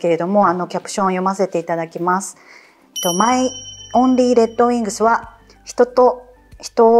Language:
Japanese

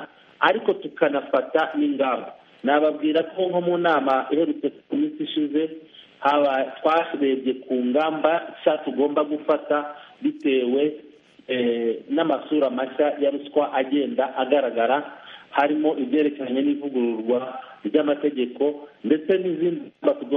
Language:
Kinyarwanda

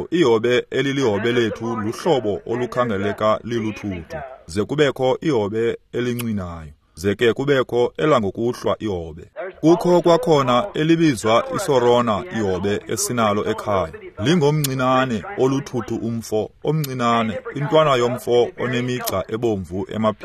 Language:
Xhosa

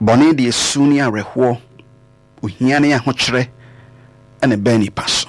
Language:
Akan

